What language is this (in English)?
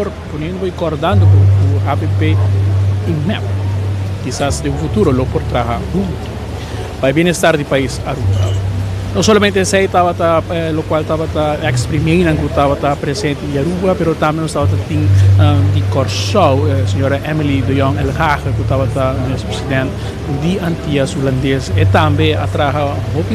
Papiamento